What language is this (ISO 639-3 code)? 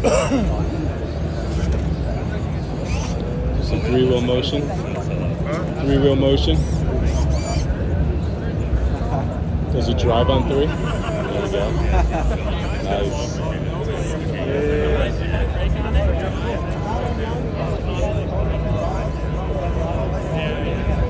eng